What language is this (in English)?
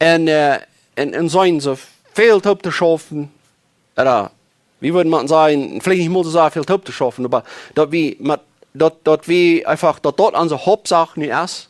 Plautdietsch